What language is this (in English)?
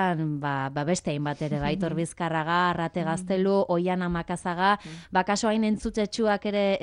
Basque